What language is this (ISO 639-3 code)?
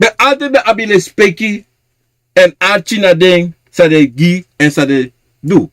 srn